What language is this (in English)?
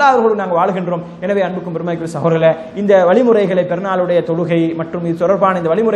Tamil